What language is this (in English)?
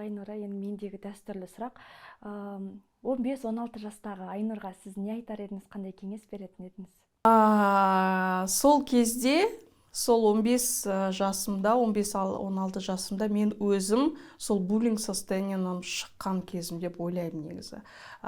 Kazakh